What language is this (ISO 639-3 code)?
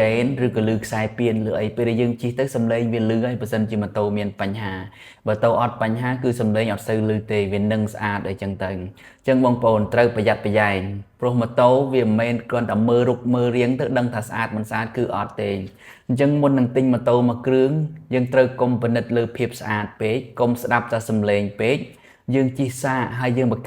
khm